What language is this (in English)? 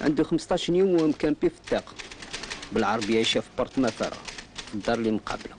Algerian Arabic